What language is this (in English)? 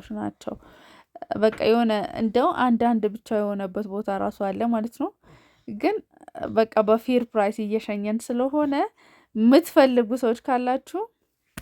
Amharic